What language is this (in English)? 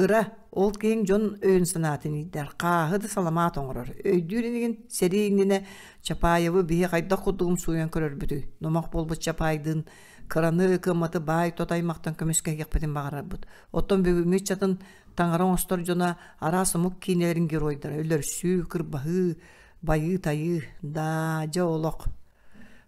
Yakut